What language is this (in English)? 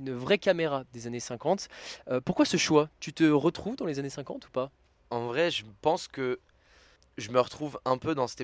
French